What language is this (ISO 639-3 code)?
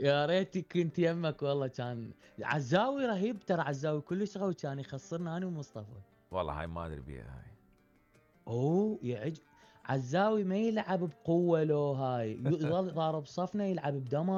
acm